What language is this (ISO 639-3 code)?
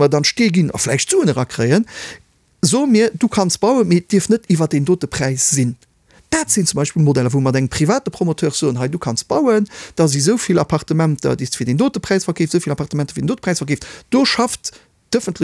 ltz